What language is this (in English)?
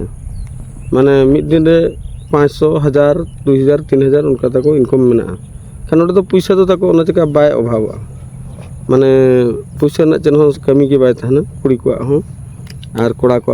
Santali